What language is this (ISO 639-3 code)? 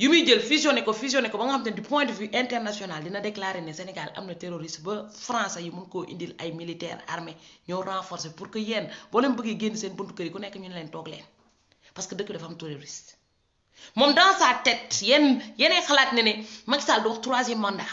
wol